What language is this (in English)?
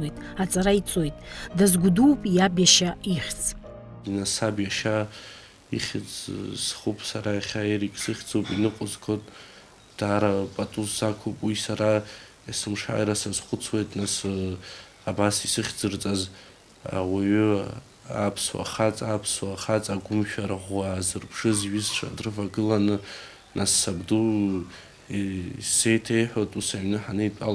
Abkhazian